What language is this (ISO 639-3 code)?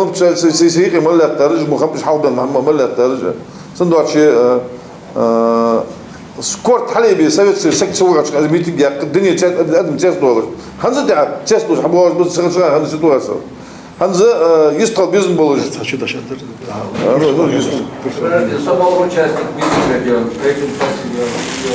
inh